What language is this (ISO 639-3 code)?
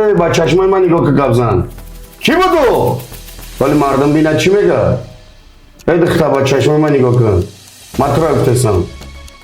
tgk